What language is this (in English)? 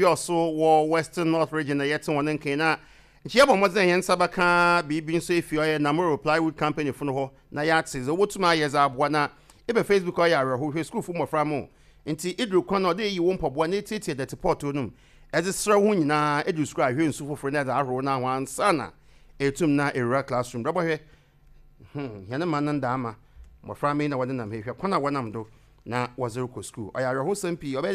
Akan